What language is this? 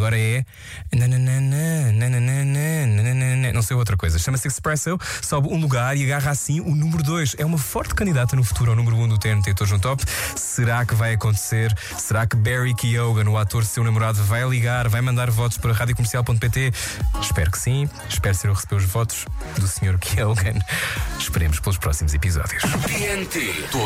Portuguese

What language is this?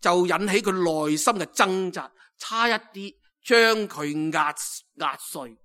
Cantonese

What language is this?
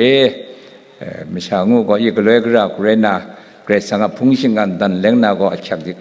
Kachin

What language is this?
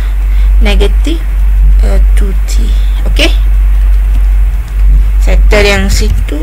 Malay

